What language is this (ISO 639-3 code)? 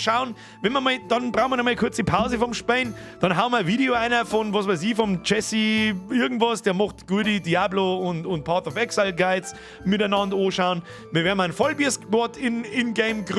bar